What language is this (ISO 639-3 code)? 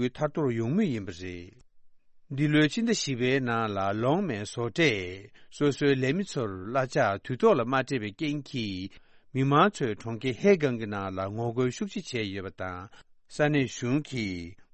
bod